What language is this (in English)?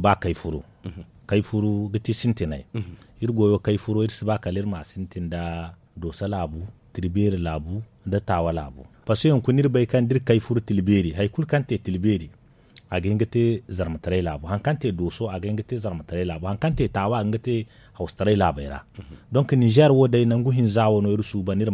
Zarma